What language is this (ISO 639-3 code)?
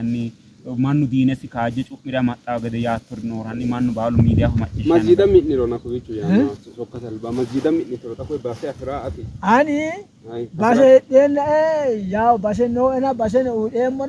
sid